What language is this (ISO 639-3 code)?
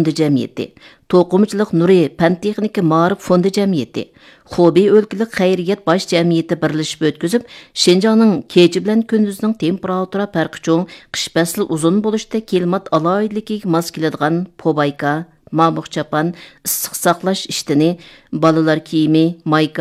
uig